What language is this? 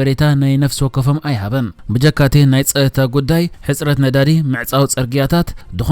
Tigrinya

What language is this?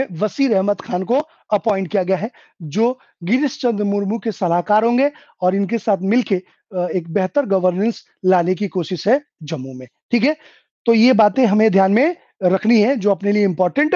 Hindi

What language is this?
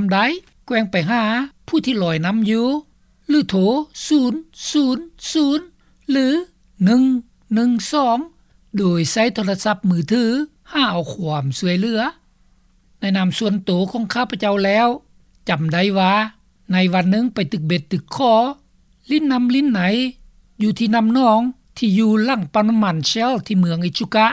Lao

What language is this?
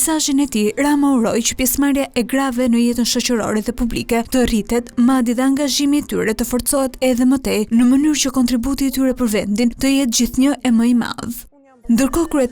Albanian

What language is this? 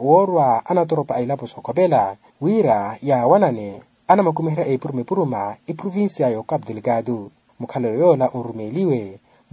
Makhuwa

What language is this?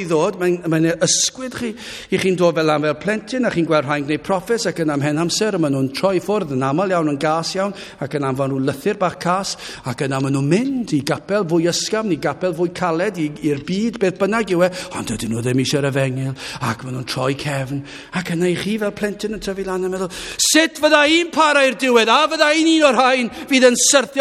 Welsh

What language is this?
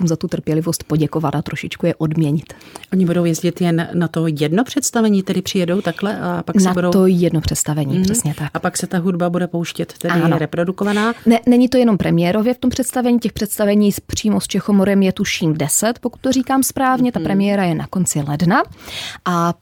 Czech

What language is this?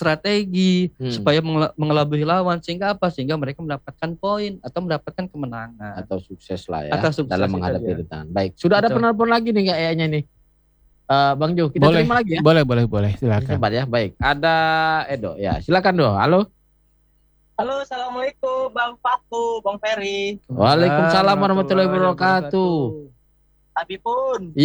Indonesian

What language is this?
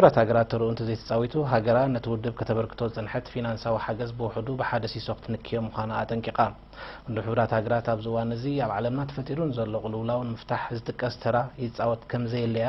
Tigrinya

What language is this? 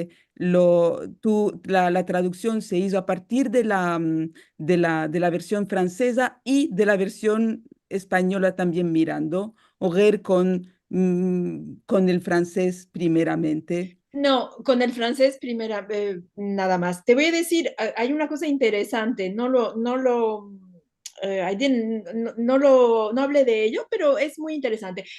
Ladino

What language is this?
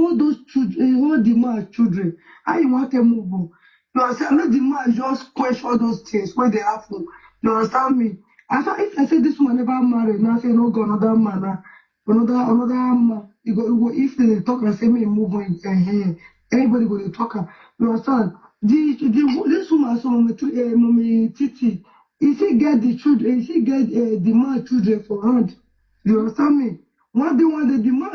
Nigerian Pidgin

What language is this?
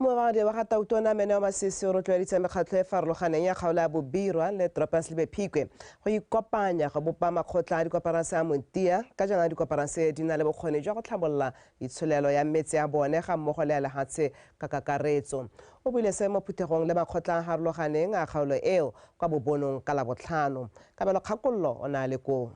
Tswana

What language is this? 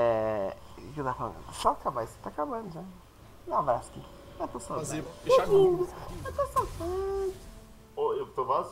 Portuguese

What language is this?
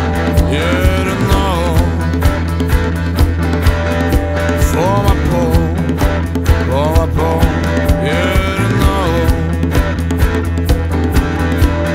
Norwegian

